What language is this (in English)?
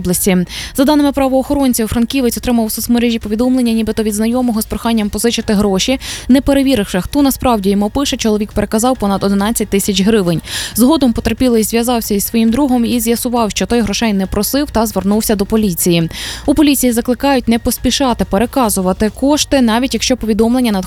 Ukrainian